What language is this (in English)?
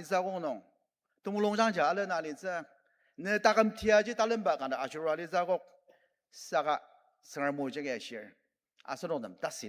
Ao Naga